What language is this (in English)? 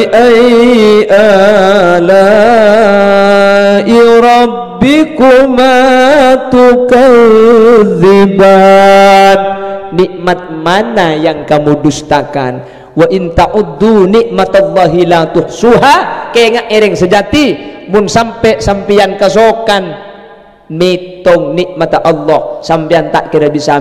Madurese